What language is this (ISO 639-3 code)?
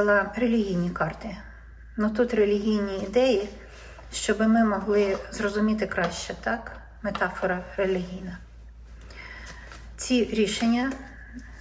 ukr